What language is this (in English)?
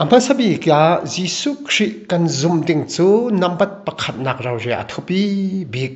Falam Chin